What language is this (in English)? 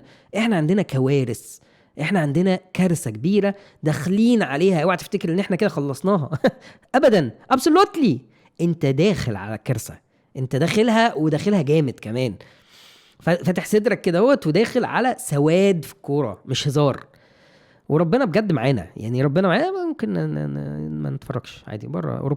Egyptian Arabic